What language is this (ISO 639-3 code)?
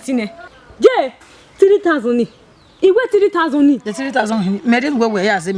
bin